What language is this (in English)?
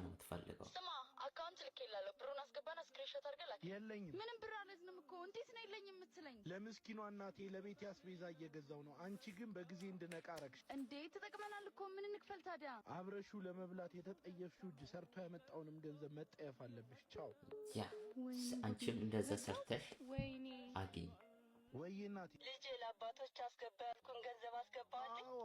Amharic